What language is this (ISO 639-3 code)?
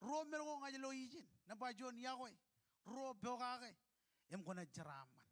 mah